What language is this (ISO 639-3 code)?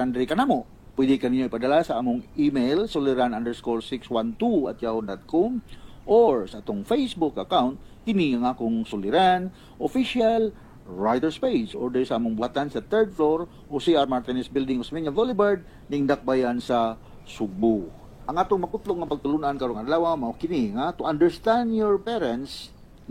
ceb